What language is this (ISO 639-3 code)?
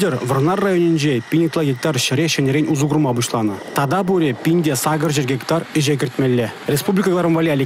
chv